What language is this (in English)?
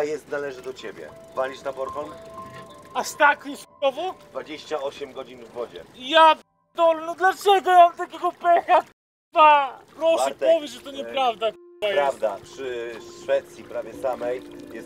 Polish